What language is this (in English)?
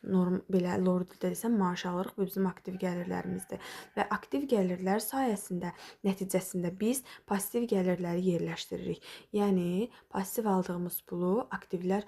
Azerbaijani